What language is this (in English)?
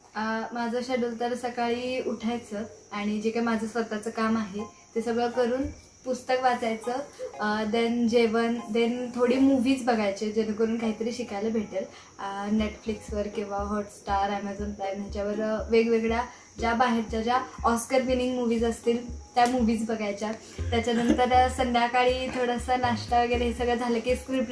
Marathi